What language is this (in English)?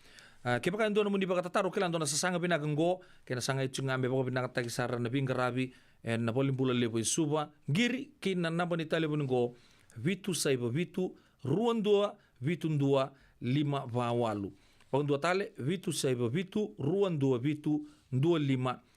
Fijian